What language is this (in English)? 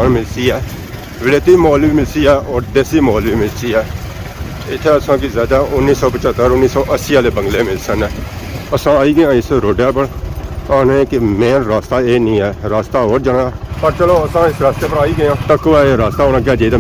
Pahari-Potwari